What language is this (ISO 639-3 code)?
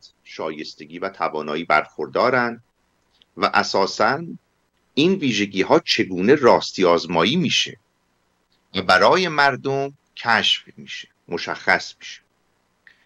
fas